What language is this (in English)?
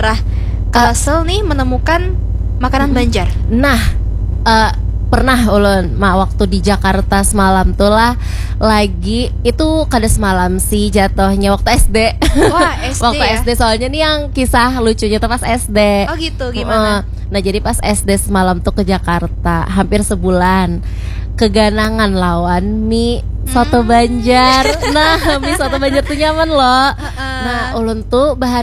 Banjar